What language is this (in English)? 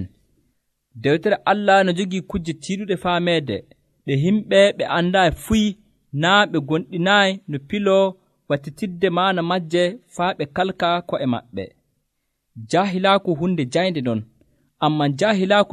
Nigerian Fulfulde